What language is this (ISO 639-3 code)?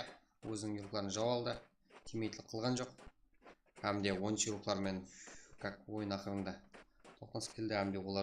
kaa